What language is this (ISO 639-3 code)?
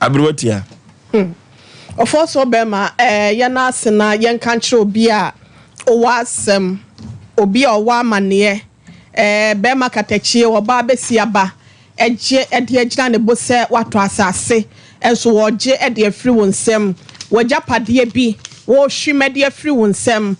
aka